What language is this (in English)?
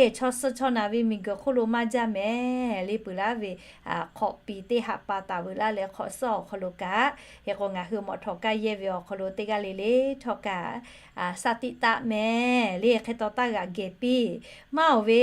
Lahu